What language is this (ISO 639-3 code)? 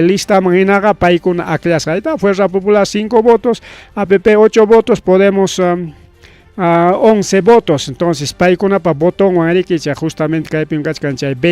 quy